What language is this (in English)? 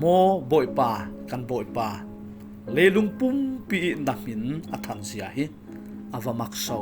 Falam Chin